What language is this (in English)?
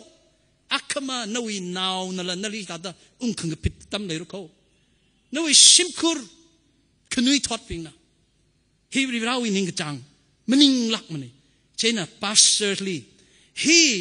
Tangkhul Naga (India)